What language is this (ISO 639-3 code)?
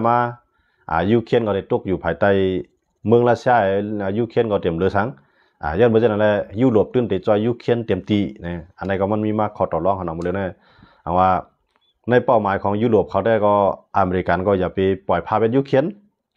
shn